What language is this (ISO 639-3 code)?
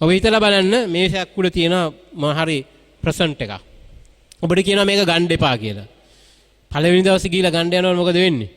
sin